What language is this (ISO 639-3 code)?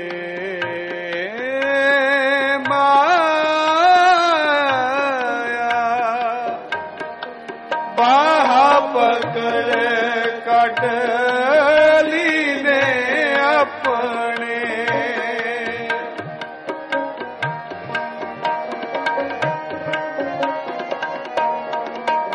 pan